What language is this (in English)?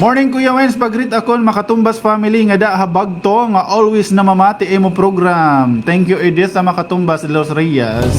Waray